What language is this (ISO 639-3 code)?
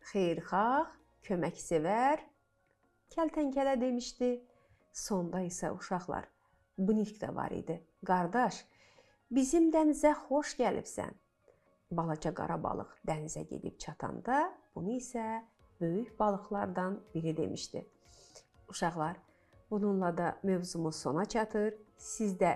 aze